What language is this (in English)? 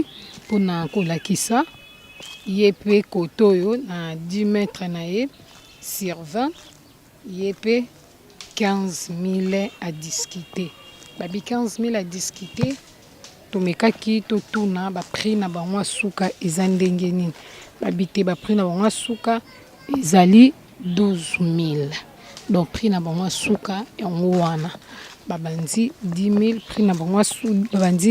Lingala